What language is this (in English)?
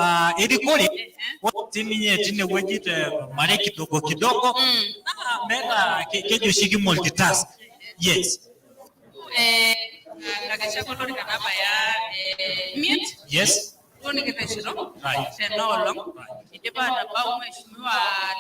Masai